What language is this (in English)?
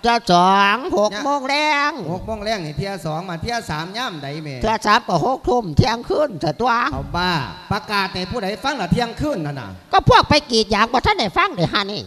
Lao